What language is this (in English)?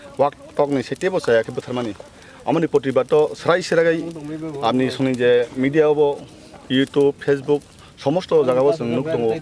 Kok Borok